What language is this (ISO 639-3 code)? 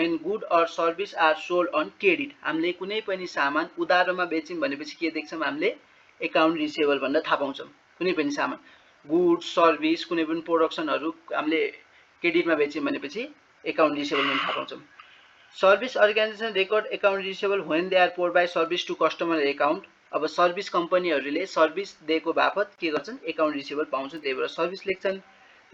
nep